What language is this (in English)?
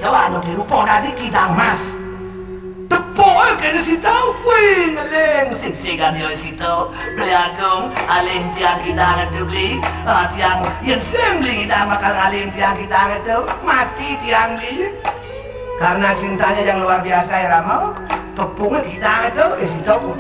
Balinese